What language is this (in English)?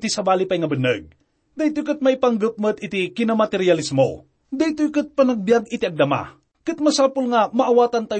Iloko